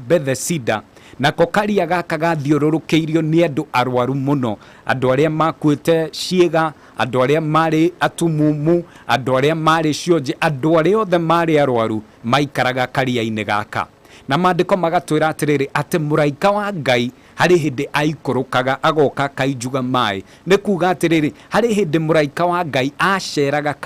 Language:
Kikuyu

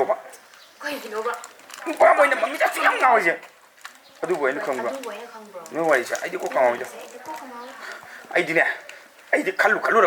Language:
Manipuri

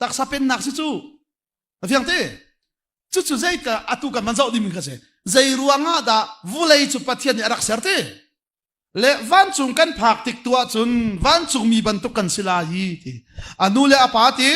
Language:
Hakha Chin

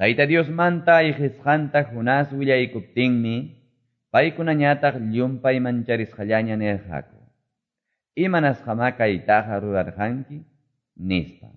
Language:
Quechua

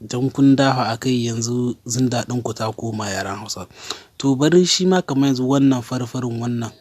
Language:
Hausa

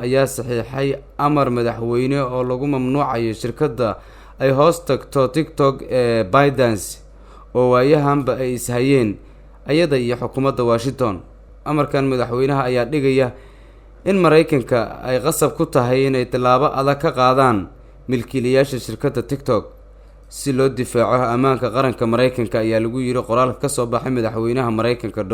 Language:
Somali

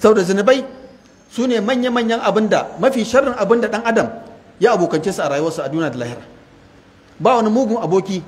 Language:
Hausa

